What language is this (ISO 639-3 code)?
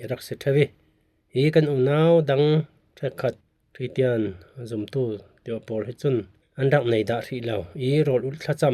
cfm